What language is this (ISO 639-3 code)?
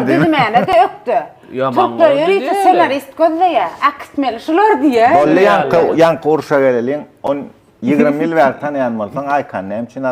tuk